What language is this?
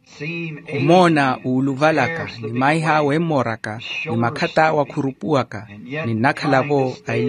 Makhuwa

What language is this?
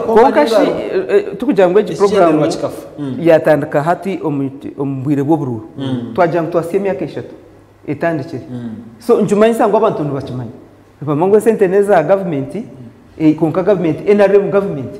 Nyankole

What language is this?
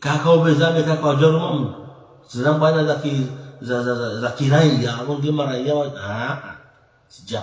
Ngazidja Comorian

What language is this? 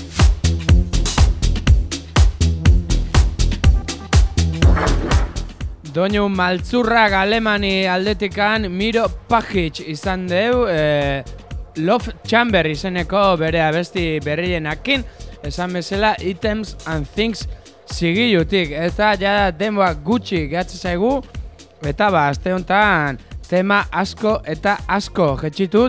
Basque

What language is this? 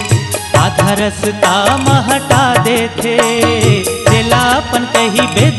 Chhattisgarhi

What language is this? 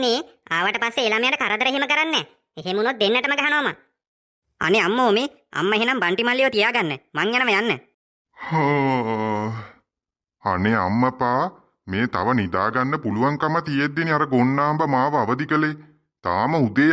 Sinhala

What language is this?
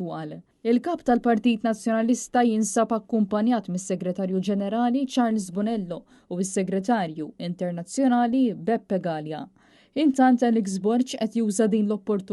Maltese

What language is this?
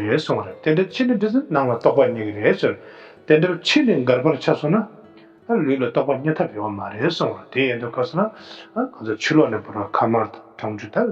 Tibetan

